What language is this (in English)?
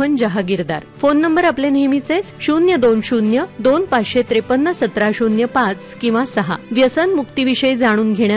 Marathi